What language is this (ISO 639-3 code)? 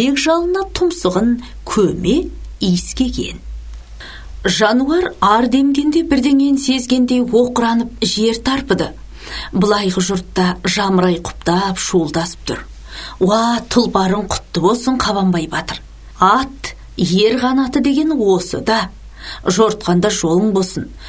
kaz